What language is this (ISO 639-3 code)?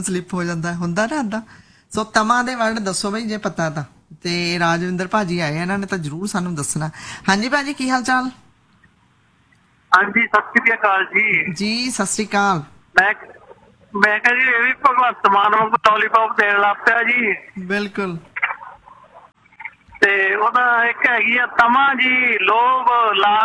pan